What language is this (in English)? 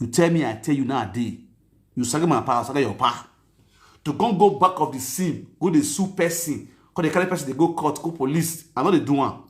Nigerian Pidgin